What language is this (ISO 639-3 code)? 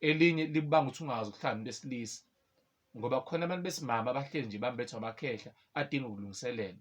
zul